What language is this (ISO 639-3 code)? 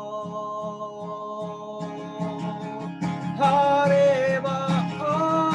pdt